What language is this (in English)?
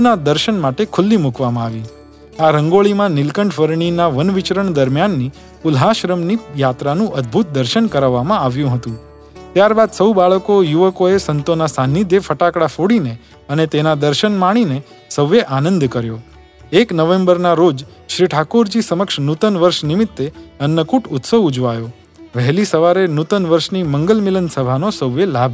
Gujarati